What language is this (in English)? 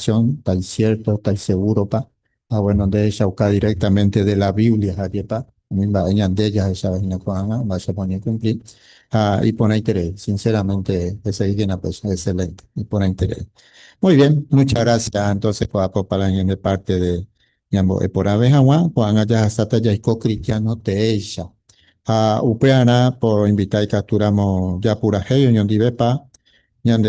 Guarani